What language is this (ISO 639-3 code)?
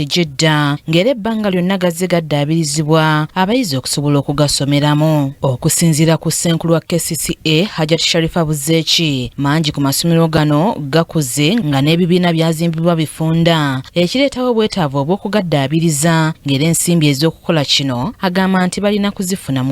lug